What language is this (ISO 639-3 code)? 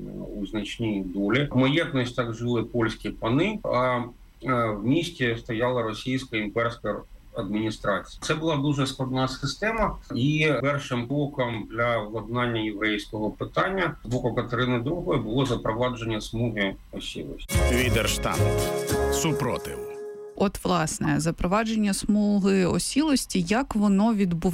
ukr